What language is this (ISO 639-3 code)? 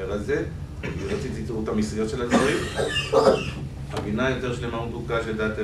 heb